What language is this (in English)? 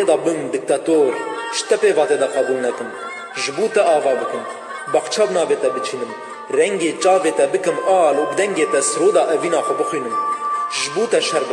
Kurdish